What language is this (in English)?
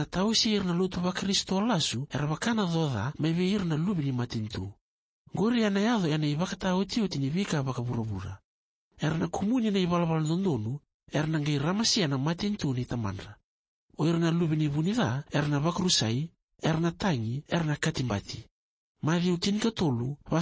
Fijian